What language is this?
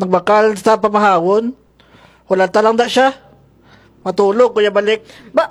Hiligaynon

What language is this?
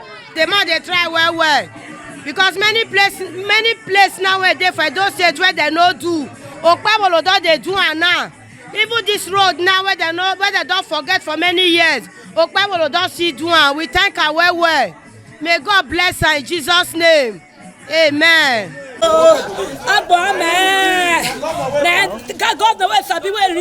Nigerian Pidgin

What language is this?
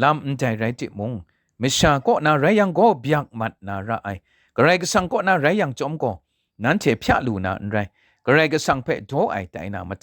Kachin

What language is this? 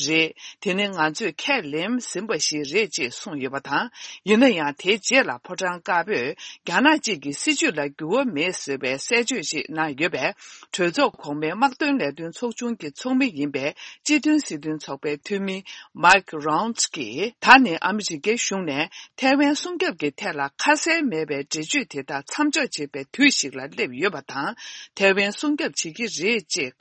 Tibetan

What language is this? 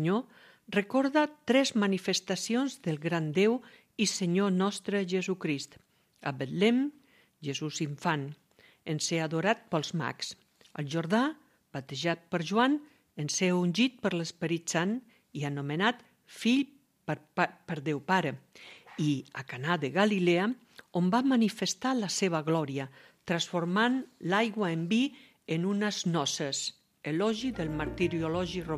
Catalan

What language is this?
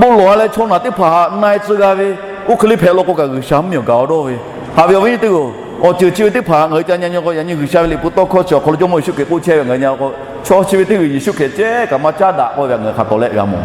Lahu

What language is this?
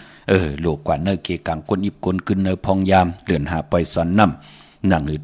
Shan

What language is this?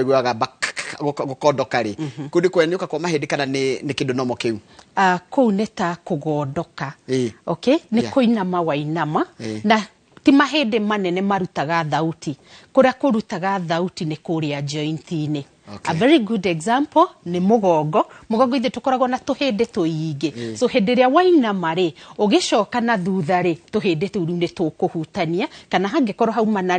Kikuyu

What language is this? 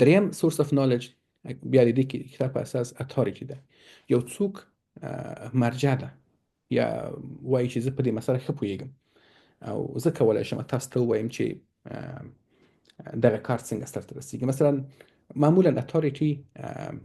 Pashto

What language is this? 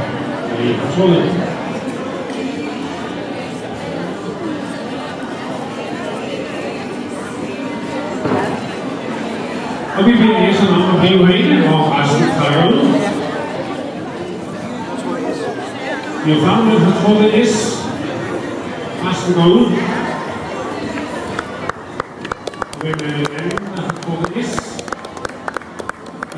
Danish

